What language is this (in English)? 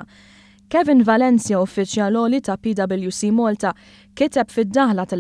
Maltese